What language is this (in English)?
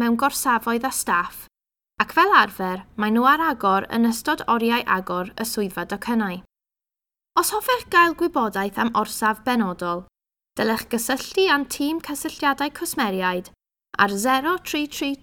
Welsh